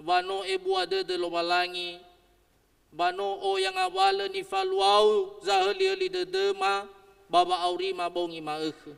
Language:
Nias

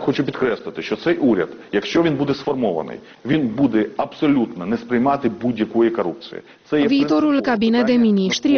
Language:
Romanian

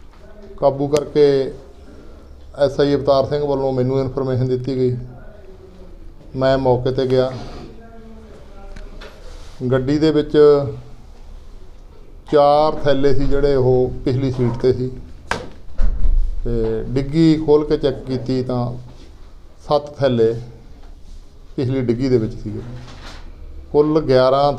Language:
Punjabi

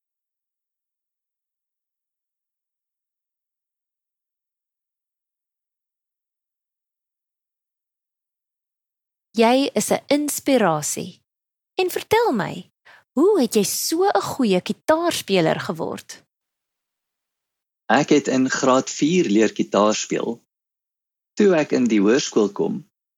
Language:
Afrikaans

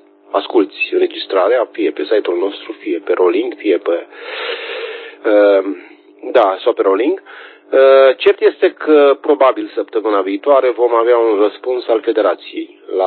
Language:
Romanian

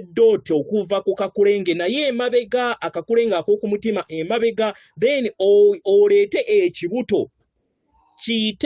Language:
Ganda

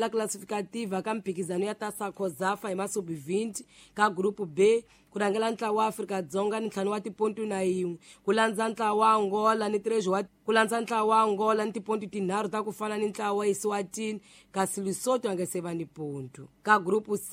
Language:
Tsonga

